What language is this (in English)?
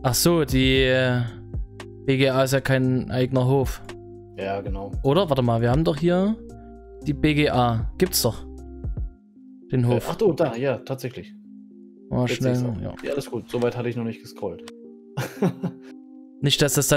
German